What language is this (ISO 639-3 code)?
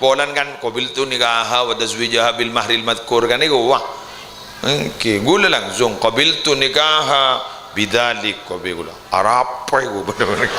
mad